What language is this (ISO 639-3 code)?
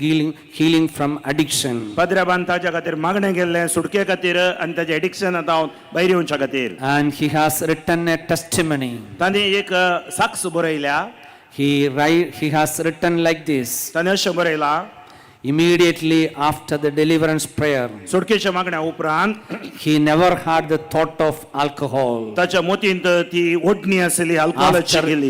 kok